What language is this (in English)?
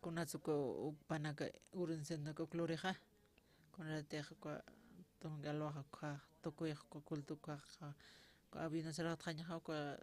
Aymara